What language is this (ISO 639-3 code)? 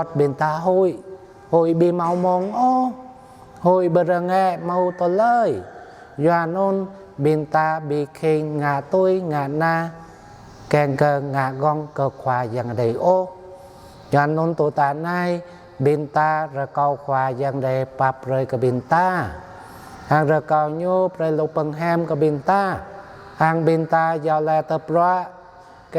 jra